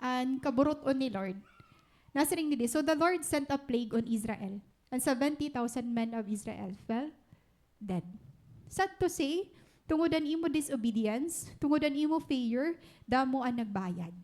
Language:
Waray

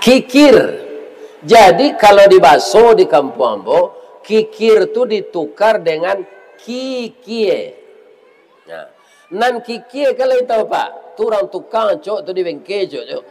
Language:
Minangkabau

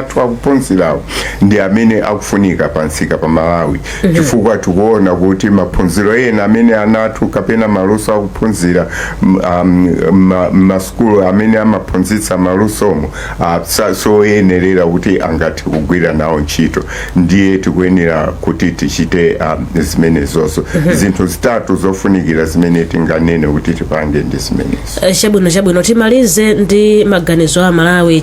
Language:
Nyanja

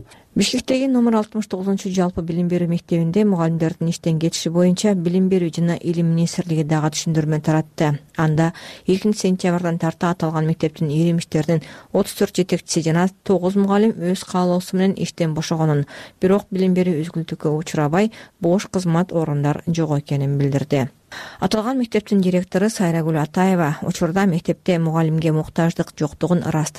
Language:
Kyrgyz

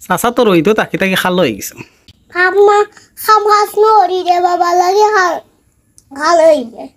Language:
Sylheti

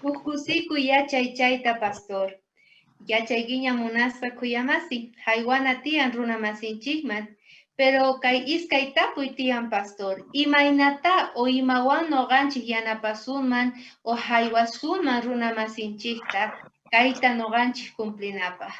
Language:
South Bolivian Quechua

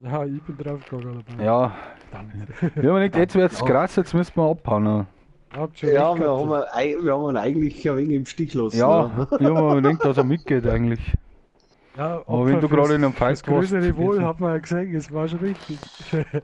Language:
Bavarian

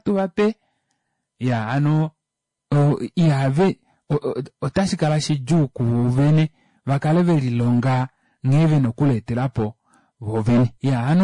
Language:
Kuanyama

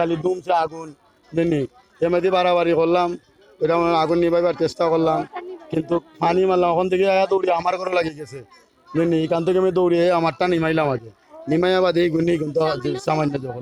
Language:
Sylheti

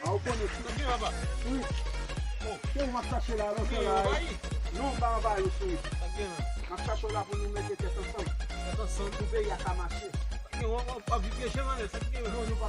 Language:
Haitian Creole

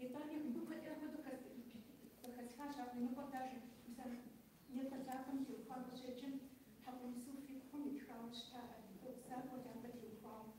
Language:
Kabardian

